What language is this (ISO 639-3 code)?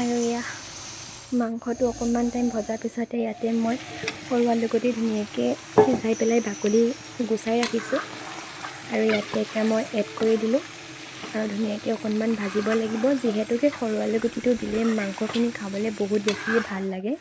asm